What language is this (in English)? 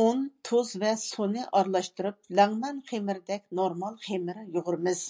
Uyghur